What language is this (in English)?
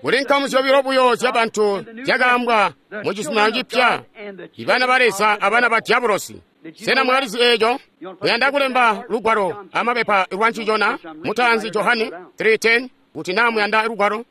Tonga (Zambia)